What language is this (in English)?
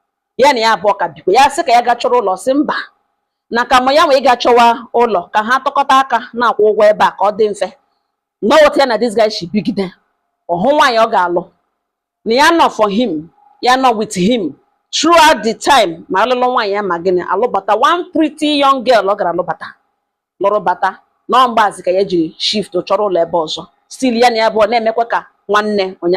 Igbo